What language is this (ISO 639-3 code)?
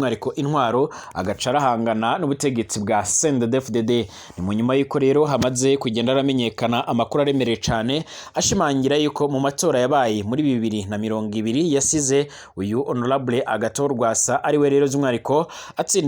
run